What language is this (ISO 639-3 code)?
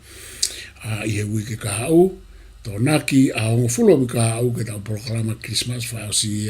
ton